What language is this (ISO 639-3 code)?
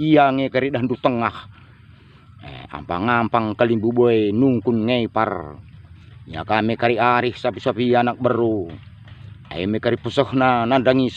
btx